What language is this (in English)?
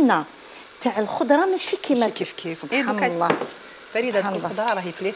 Algerian Arabic